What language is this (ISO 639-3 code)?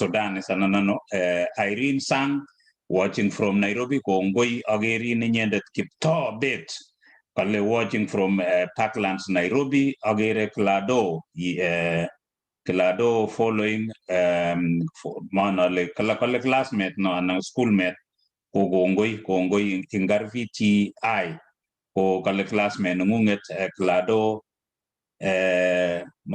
kln